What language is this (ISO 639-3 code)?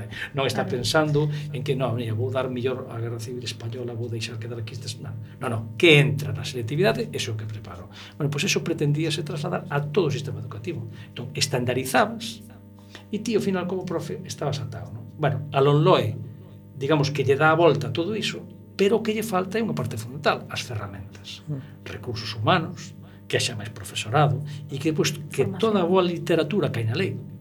glg